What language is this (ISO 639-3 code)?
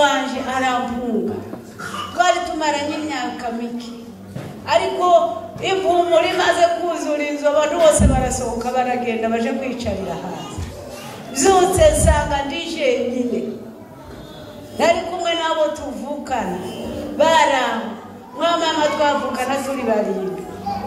kin